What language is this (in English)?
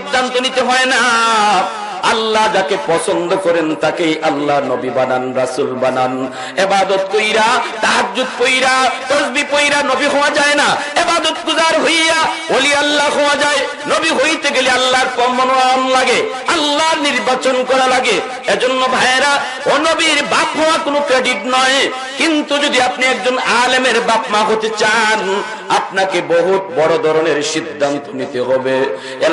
Bangla